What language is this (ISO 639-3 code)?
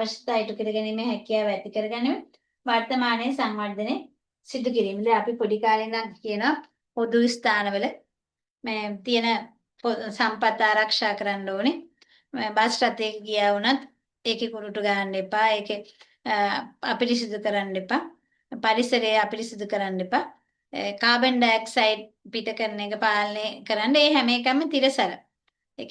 sin